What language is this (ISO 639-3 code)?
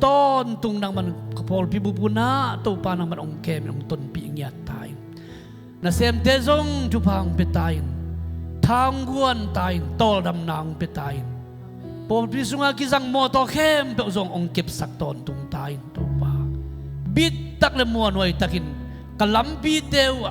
ctd